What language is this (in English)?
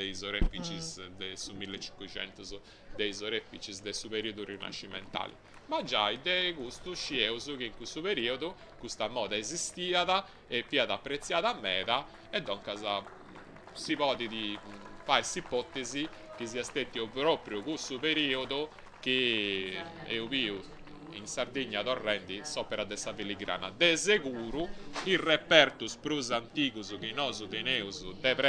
Sardinian